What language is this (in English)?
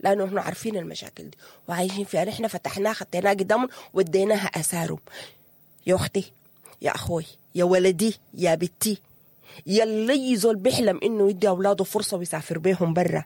Sudanese Arabic